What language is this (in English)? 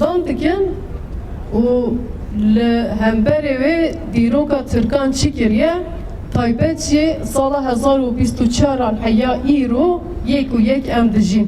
Kurdish